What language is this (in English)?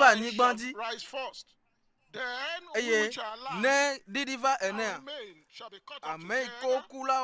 Ewe